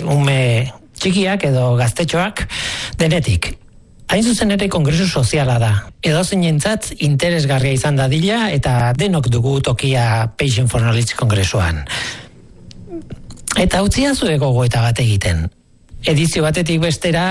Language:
Basque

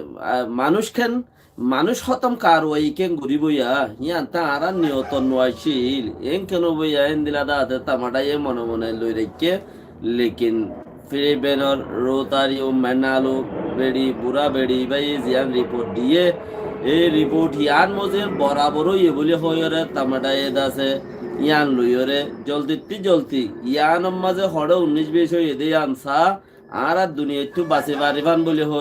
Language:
Rohingya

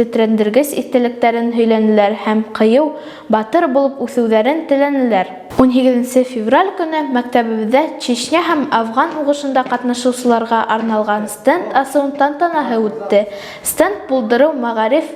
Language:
Bashkir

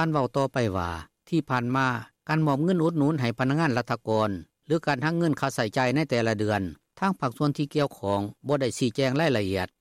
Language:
Lao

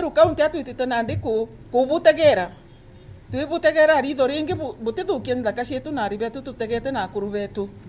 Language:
Meru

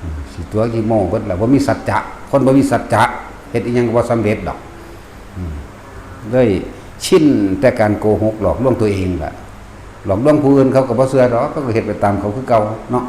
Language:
Northeastern Thai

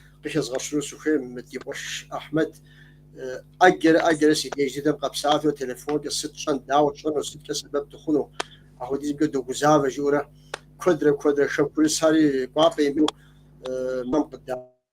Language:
Kabardian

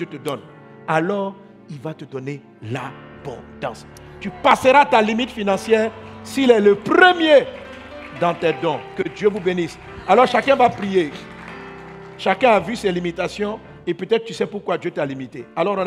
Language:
French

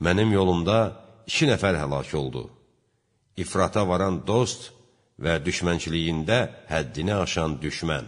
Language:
Azerbaijani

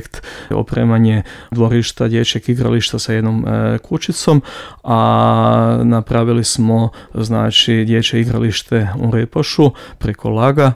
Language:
Croatian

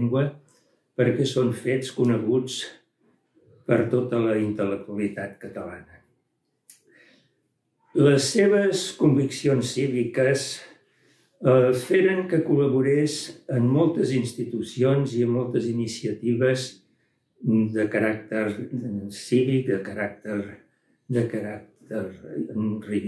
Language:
Catalan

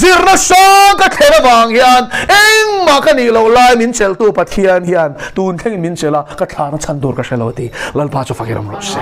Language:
Mizo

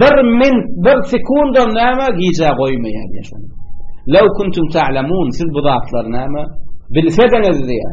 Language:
Turkmen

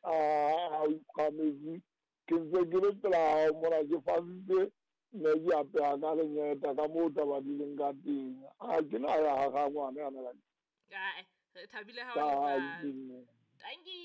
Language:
Southern Sotho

